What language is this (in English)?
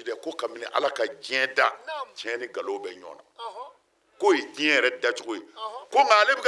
Bambara